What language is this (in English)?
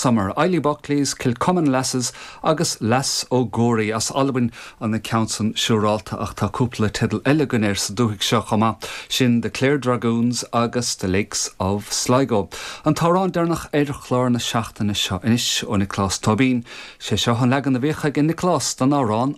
Irish